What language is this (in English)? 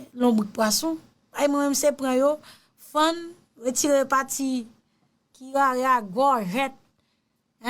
Haitian Creole